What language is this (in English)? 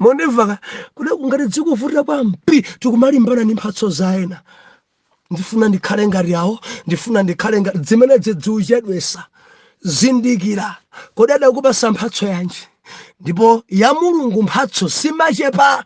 Nyanja